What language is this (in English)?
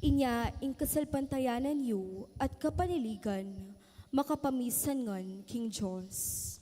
Pampanga